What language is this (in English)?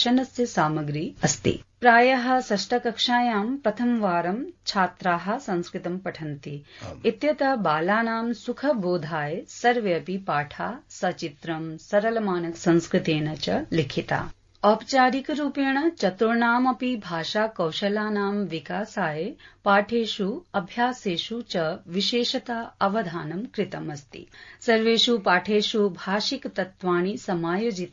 Sanskrit